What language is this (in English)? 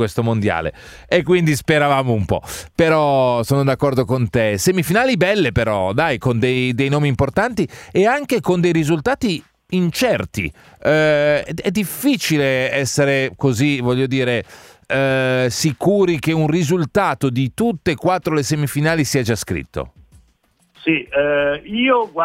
Italian